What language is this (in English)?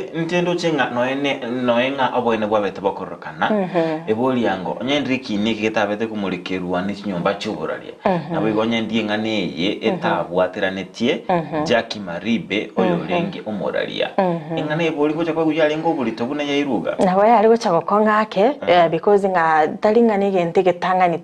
Gusii